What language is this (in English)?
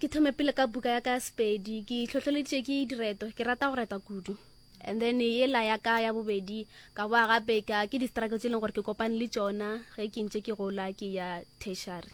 Northern Sotho